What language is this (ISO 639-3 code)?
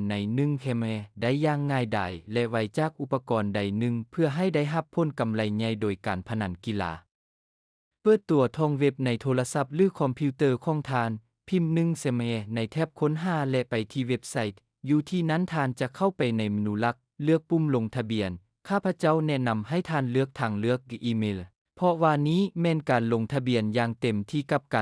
lao